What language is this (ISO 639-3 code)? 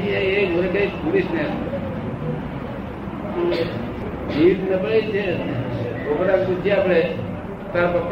guj